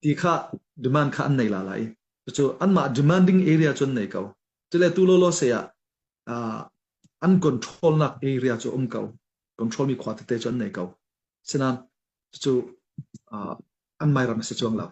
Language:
Hakha Chin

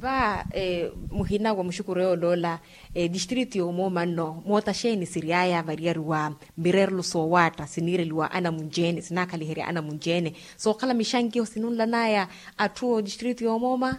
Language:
Makhuwa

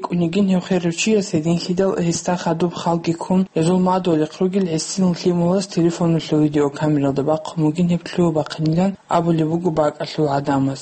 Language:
Avaric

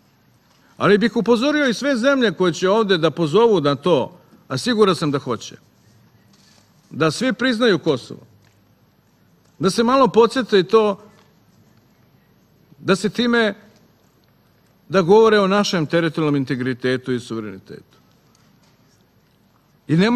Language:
Serbian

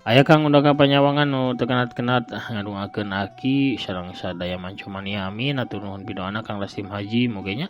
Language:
Sundanese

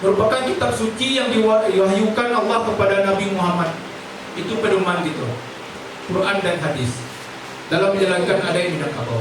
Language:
Minangkabau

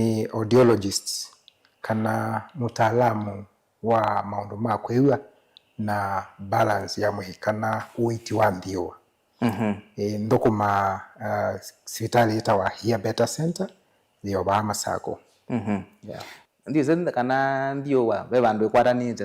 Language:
Kamba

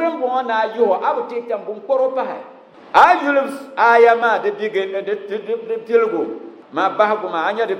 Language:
Dagbani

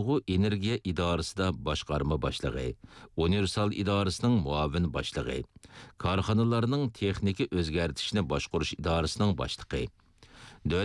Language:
Uyghur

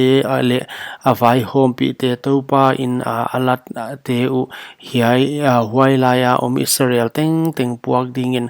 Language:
Paite Chin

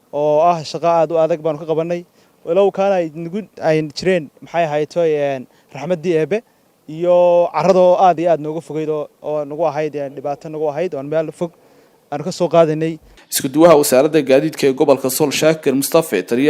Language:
Somali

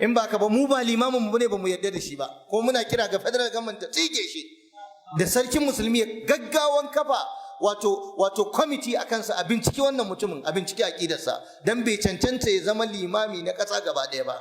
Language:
Hausa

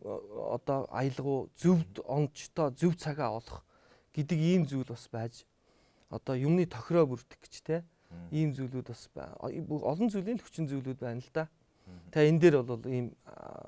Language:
Mongolian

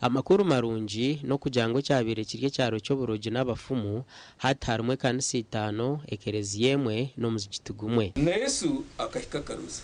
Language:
Nyankole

